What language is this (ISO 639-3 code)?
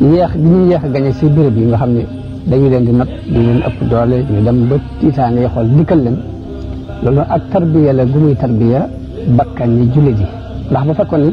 wol